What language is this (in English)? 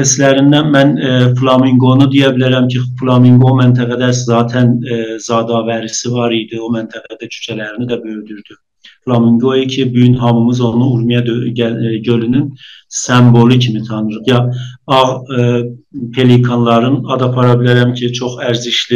South Azerbaijani